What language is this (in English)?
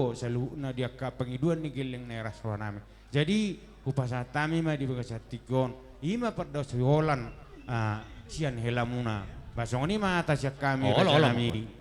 Batak Toba